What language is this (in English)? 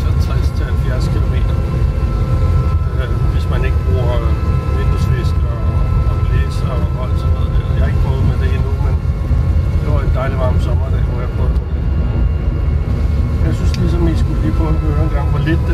Danish